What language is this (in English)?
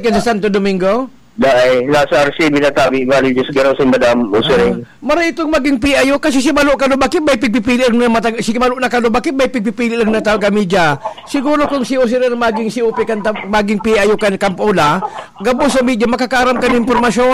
Bikol